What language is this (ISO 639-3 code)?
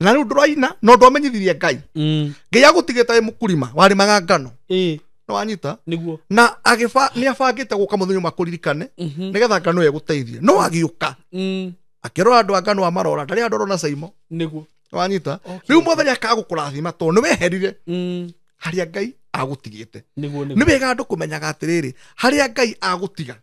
kik